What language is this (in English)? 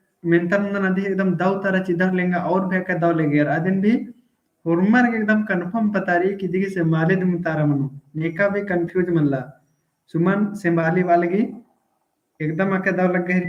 Kurukh